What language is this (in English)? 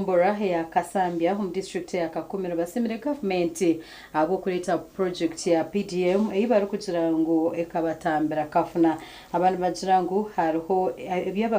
Nyankole